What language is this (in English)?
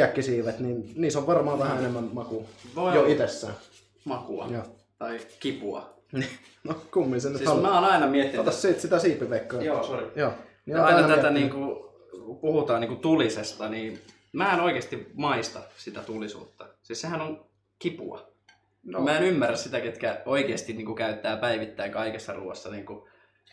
Finnish